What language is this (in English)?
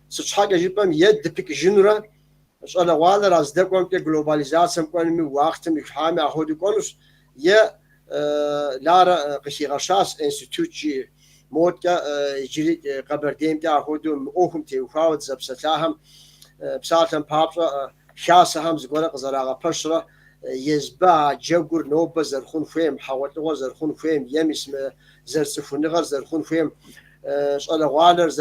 Kabardian